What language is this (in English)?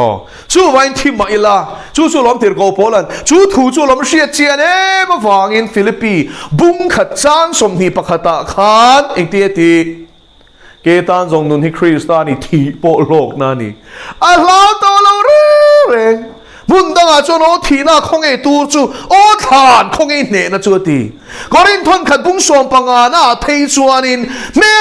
Mizo